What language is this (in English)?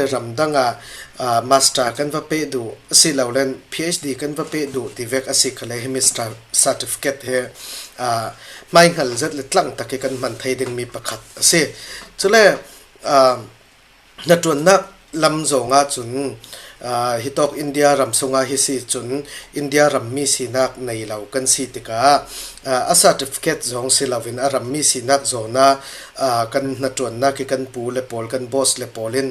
Falam Chin